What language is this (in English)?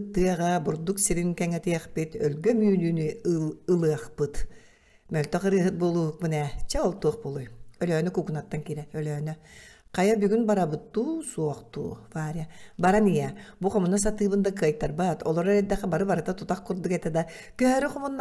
Yakut